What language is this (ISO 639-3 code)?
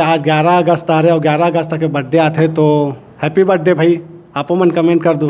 hne